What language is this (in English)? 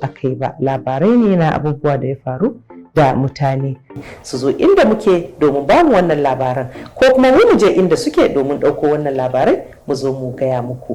Hausa